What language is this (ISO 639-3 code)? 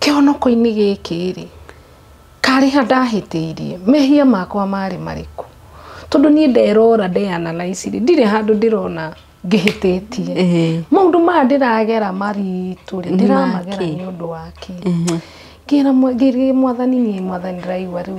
kik